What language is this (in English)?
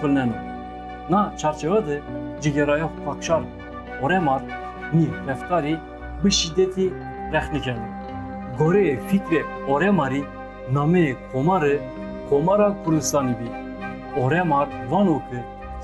Zaza